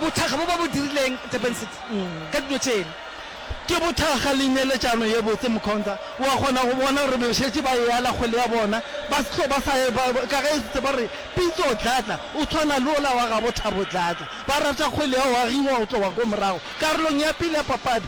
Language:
Northern Sotho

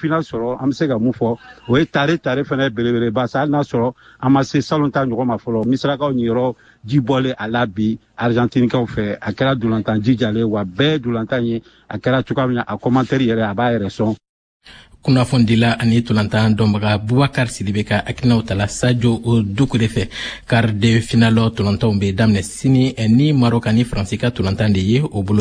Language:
Bambara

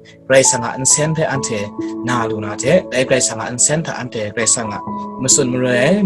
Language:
Kachin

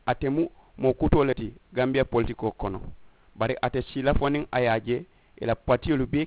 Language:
Mandingo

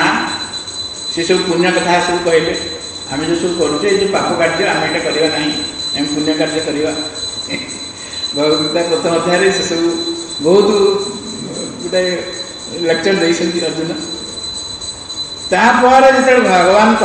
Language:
Odia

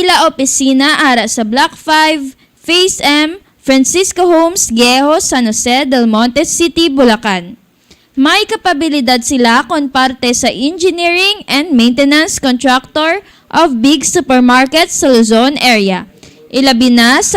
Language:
Hiligaynon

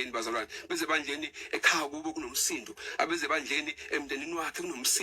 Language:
Zulu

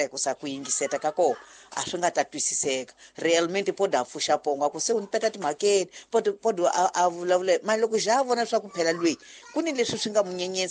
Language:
Tsonga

